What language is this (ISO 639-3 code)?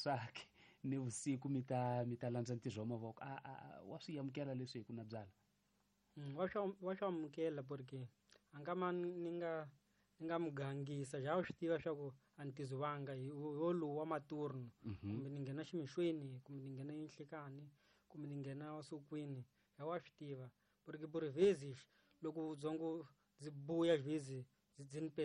tso